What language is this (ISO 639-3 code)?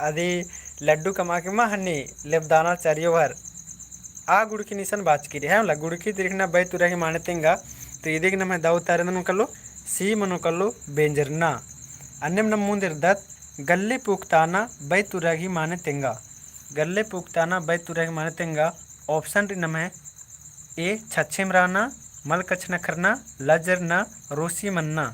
kru